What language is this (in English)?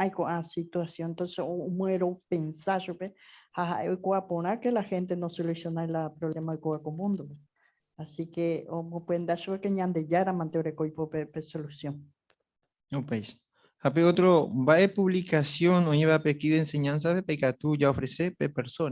Guarani